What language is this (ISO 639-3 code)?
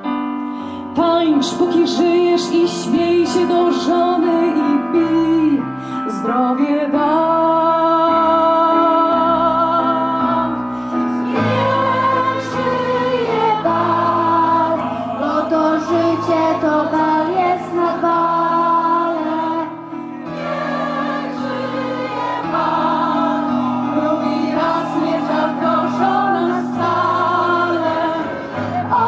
pol